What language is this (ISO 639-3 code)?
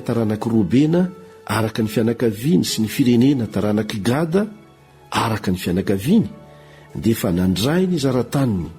mlg